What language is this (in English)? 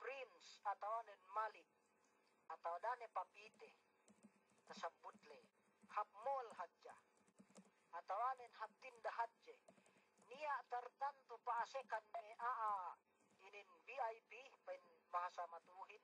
Yakan